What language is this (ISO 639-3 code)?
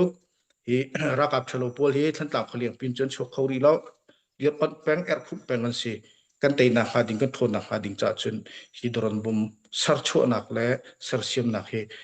cnh